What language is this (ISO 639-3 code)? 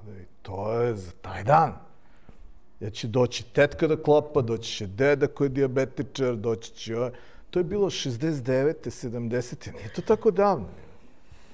srp